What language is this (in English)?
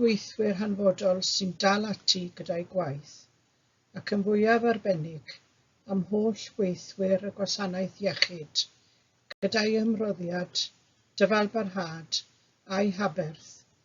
Welsh